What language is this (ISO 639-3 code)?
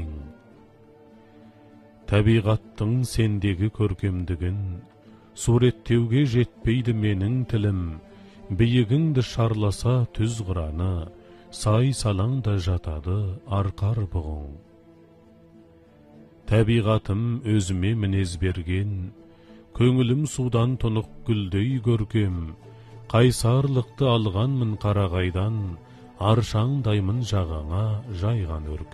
kaz